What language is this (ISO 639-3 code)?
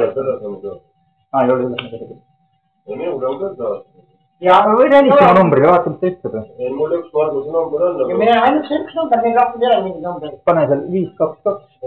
est